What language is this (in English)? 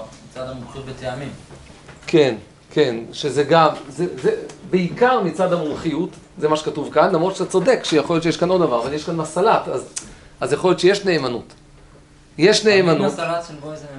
Hebrew